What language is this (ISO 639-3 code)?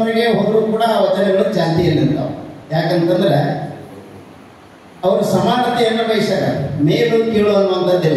kan